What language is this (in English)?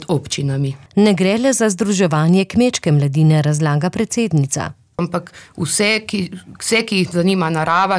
Slovenian